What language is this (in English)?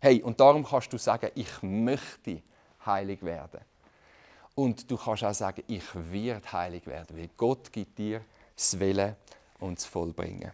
Swiss German